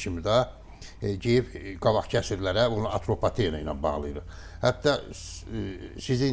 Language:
Azerbaijani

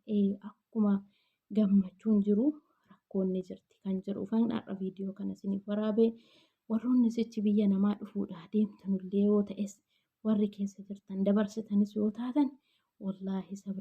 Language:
Oromo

